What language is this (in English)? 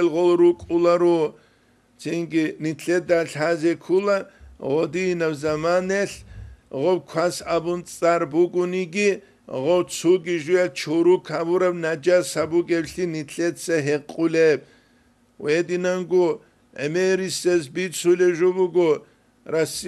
Avaric